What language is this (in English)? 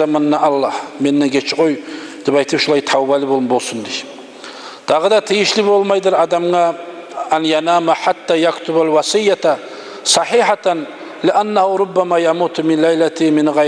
Kumyk